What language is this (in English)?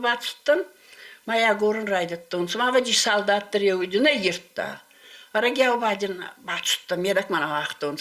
Ossetic